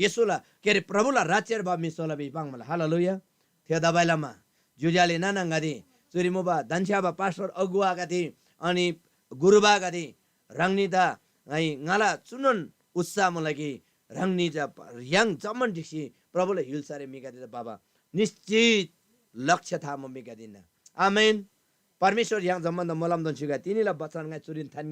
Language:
Eastern Tamang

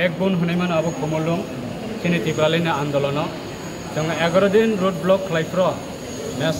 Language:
Kok Borok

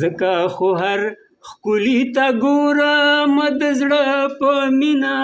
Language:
Pashto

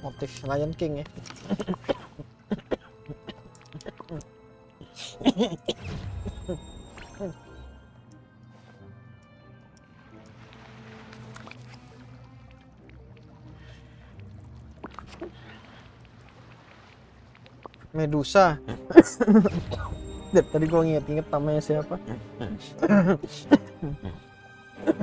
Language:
Indonesian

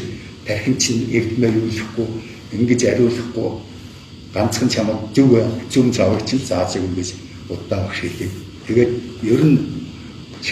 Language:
Mongolian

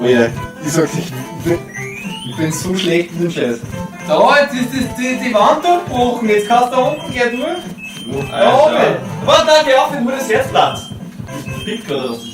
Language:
Bavarian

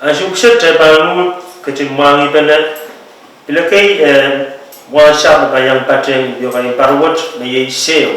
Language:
Pohnpeian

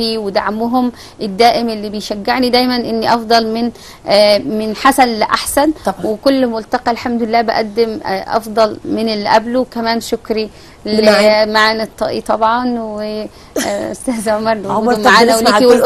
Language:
Egyptian Arabic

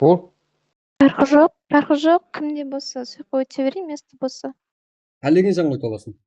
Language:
Kara-Kalpak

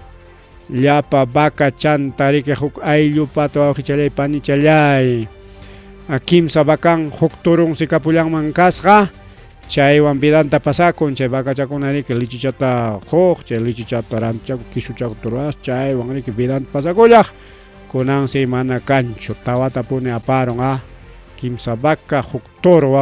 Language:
Ayacucho Quechua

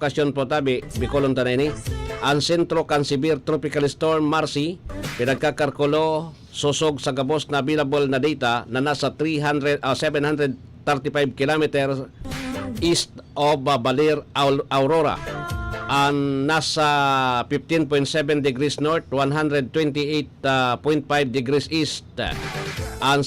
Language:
Bikol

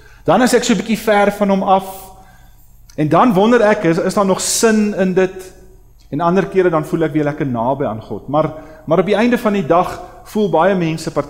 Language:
Afrikaans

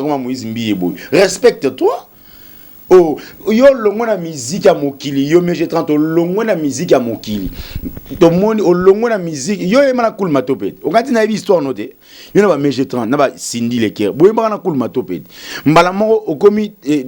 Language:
Lingala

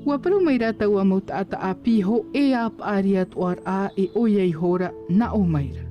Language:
Tahitian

